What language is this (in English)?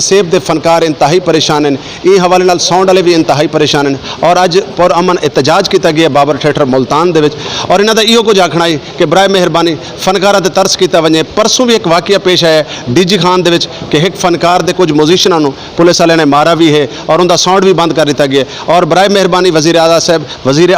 Saraiki